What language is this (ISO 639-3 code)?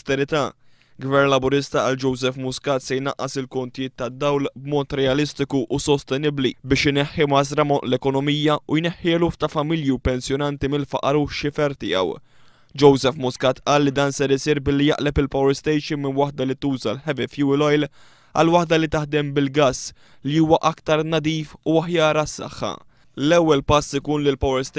mlt